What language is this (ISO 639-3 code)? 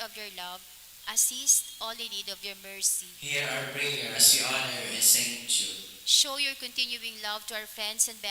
bik